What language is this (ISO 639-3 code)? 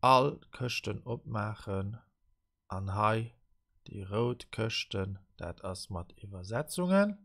ltz